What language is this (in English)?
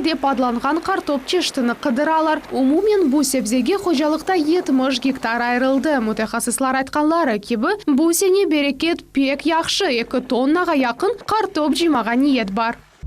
Crimean Tatar